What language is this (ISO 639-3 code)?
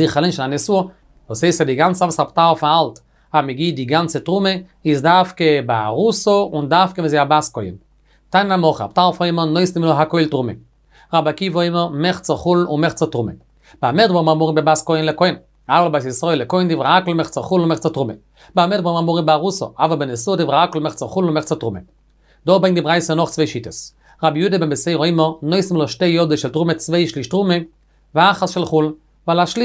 yid